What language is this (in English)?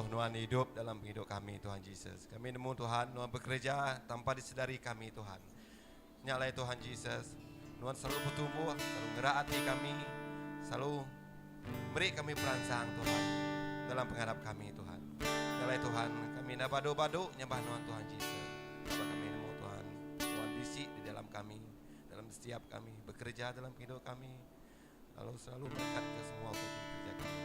Iban